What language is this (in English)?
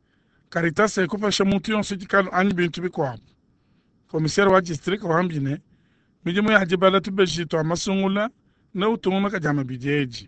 Luba-Lulua